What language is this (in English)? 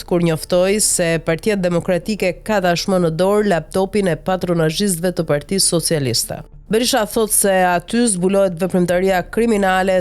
Albanian